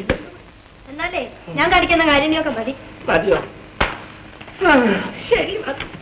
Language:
Malayalam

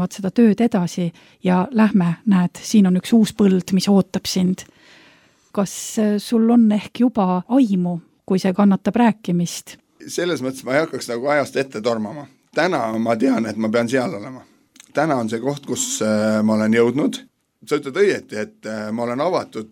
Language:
Estonian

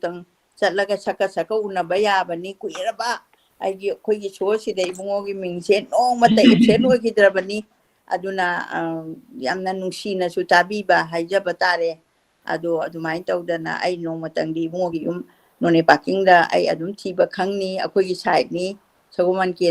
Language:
Manipuri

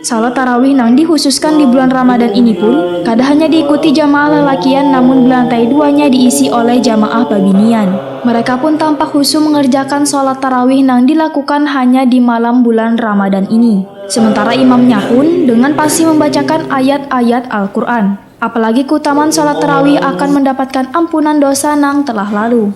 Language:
Banjar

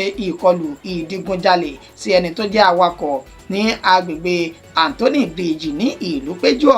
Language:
Yoruba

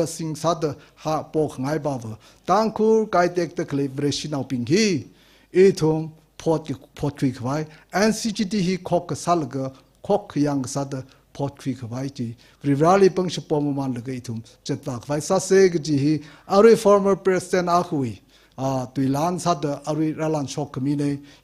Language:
Tangkhul Naga (India)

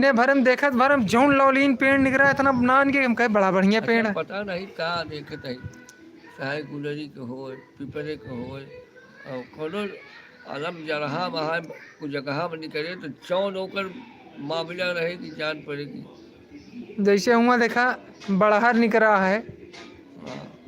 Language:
Awadhi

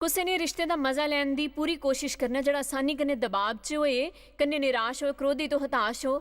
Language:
Dogri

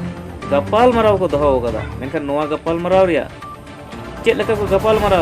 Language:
Santali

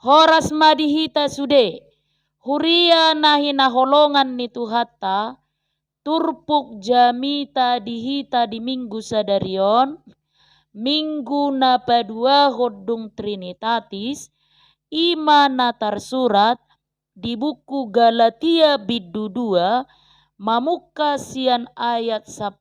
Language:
Batak Toba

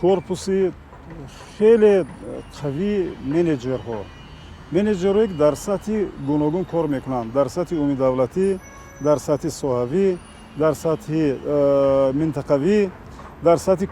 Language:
Tajik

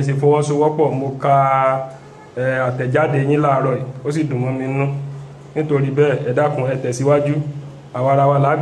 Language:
Yoruba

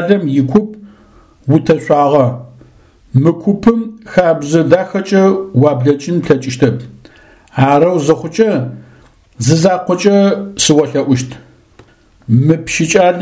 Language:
Adyghe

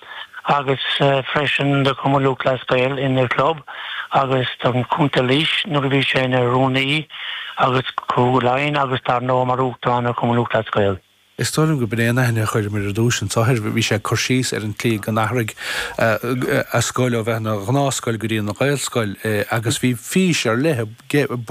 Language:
Irish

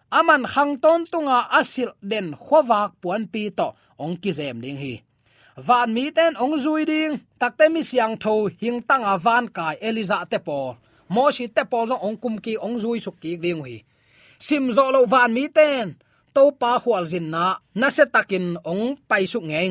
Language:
Tedim Chin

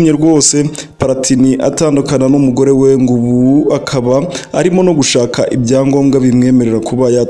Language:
Kinyarwanda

